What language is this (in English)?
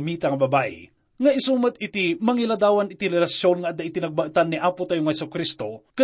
Iloko